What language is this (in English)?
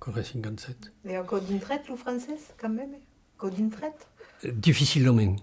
Occitan